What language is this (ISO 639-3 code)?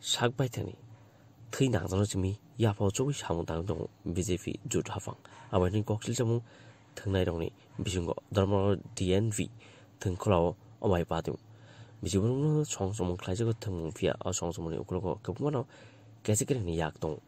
trp